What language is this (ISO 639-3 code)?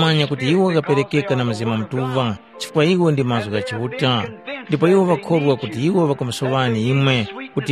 tum